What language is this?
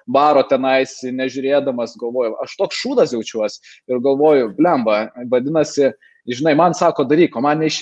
Lithuanian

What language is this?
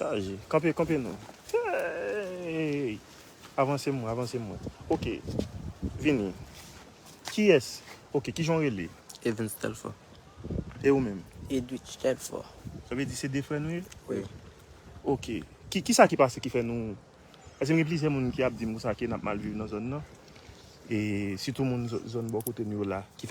Haitian Creole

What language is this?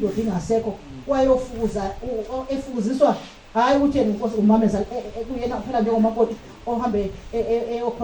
Zulu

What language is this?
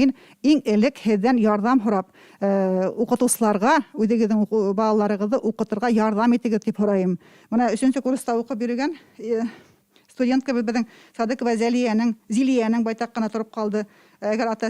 Bashkir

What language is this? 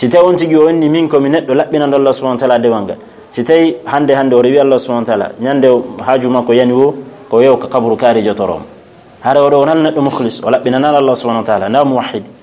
Fula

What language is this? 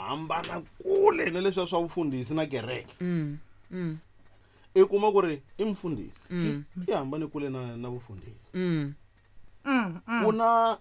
Tsonga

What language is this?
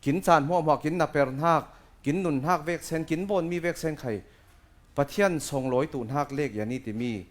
Falam Chin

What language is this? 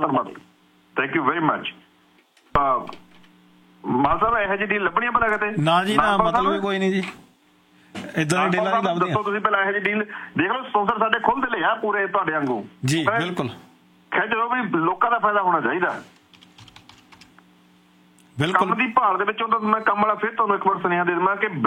Punjabi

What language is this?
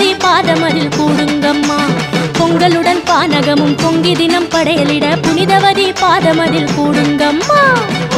Tamil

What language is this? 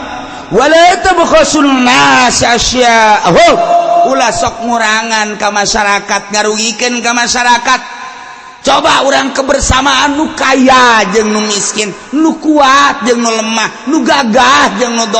Sundanese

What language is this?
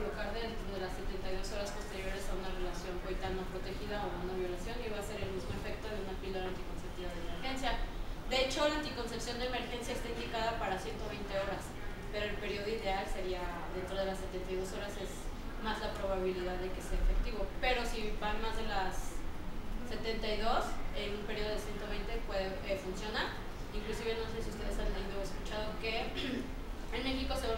Spanish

